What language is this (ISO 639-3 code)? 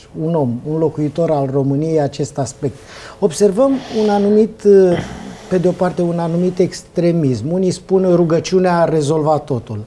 ron